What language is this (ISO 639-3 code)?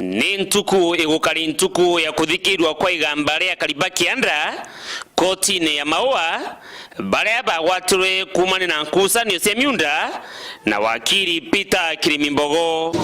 mer